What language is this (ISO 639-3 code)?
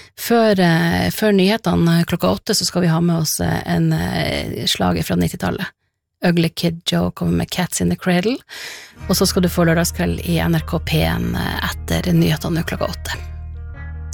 nor